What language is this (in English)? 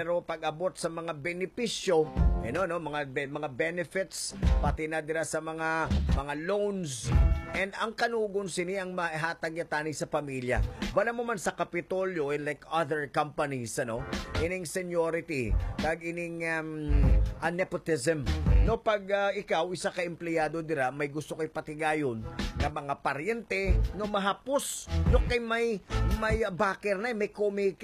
Hiligaynon